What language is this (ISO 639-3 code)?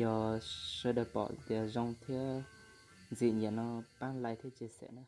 hmn